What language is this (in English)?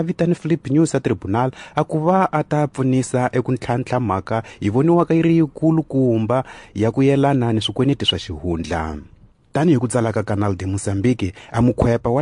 Tsonga